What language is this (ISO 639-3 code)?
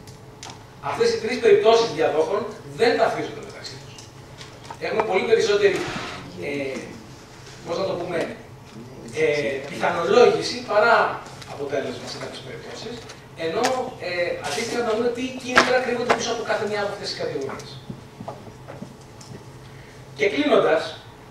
ell